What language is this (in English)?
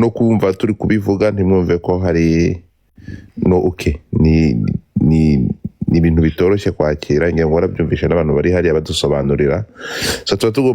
Kinyarwanda